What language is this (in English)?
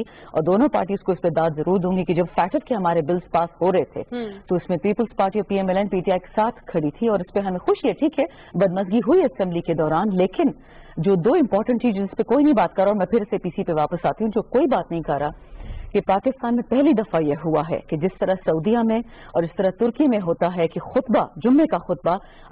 Urdu